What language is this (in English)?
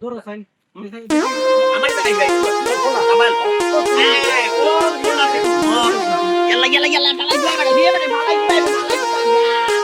Sylheti